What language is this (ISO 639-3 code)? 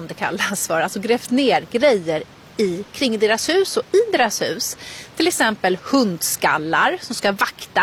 swe